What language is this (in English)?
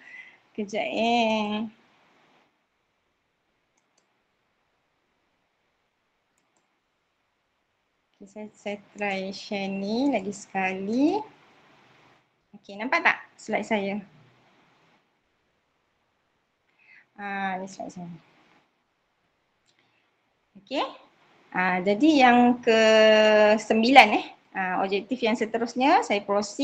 Malay